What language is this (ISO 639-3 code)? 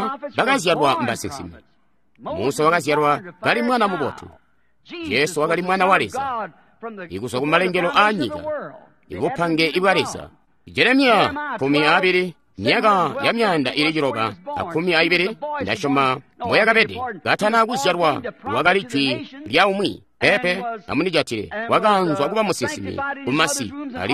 toi